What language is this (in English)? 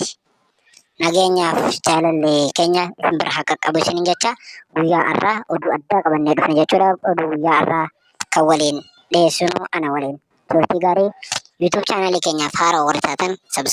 Oromo